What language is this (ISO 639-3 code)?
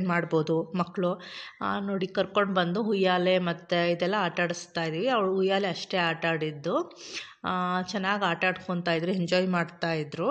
kan